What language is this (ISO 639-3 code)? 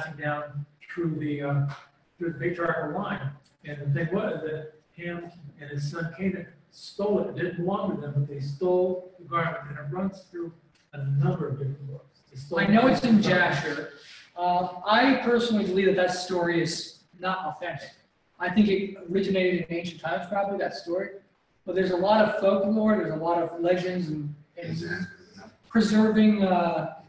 eng